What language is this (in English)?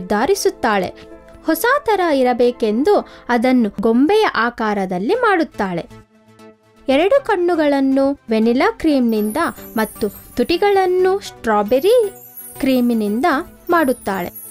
Kannada